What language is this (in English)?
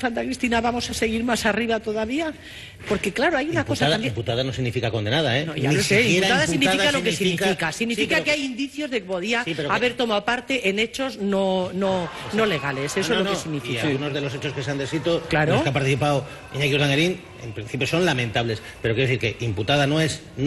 Spanish